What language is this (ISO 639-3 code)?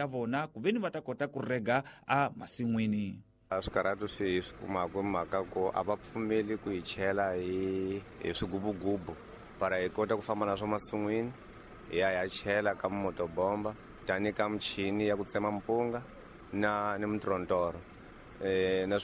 tso